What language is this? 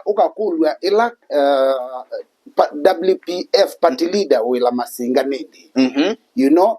Kamba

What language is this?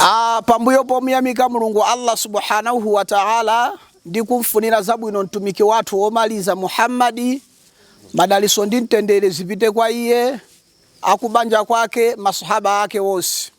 Nyanja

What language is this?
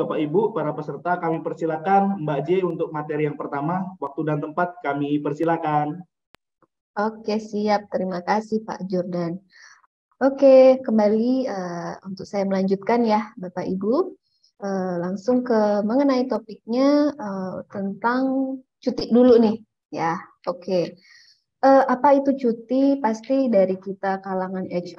Indonesian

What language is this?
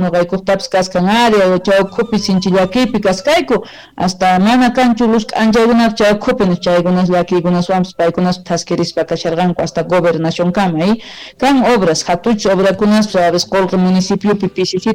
Quechua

